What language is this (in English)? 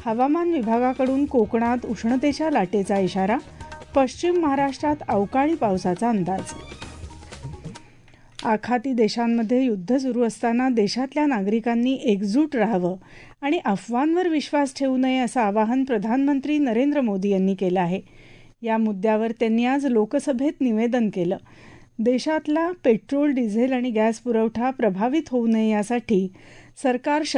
Marathi